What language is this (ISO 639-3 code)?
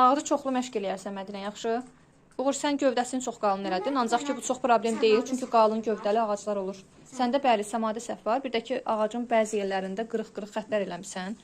aze